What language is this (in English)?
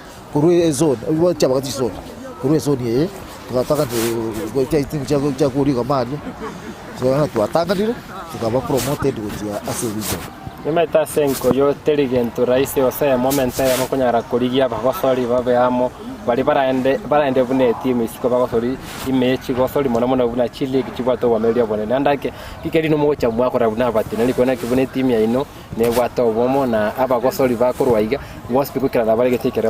Gusii